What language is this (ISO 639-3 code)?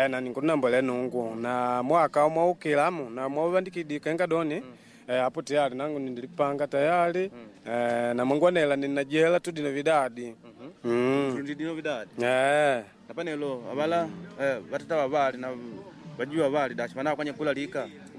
kde